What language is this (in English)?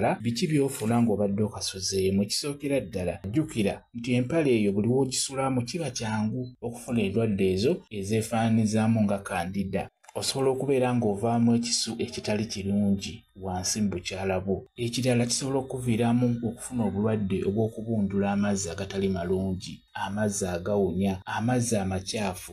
Ganda